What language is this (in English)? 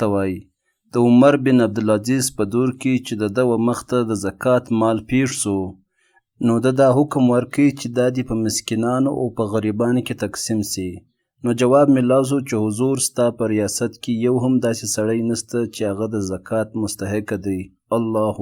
Pashto